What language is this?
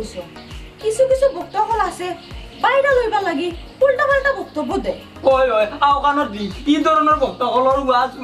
Sylheti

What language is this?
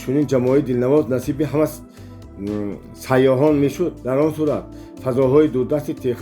Tajik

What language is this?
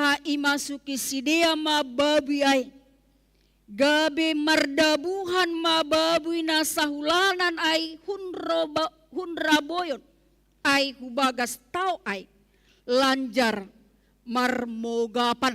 Batak Simalungun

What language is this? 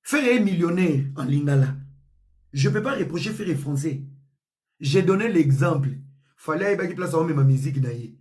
Lingala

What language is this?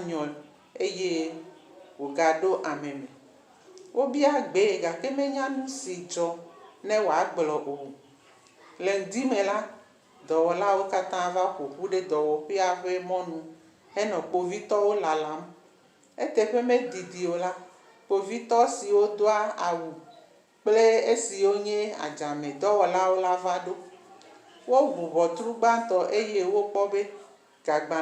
Ewe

